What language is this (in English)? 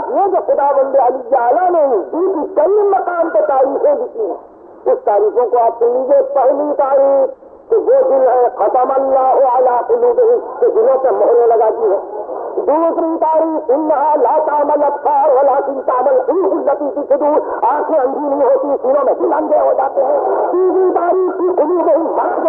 Urdu